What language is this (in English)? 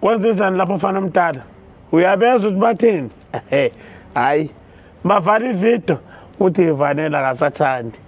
Zulu